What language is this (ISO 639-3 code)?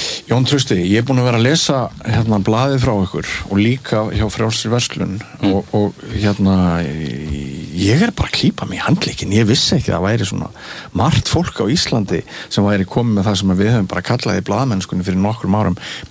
isl